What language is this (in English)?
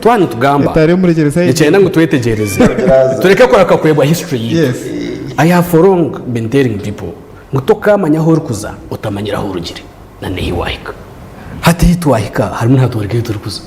Nyankole